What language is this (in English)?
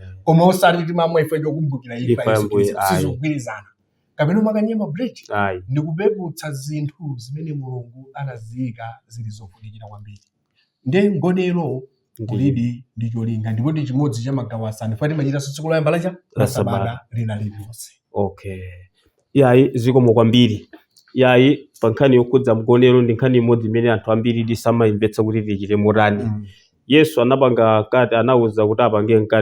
Nyanja